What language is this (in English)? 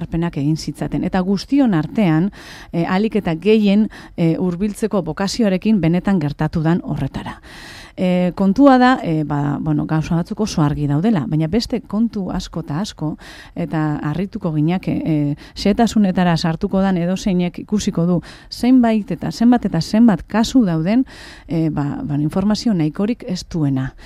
Basque